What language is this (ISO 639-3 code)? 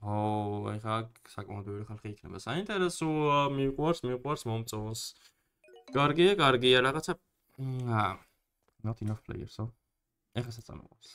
kat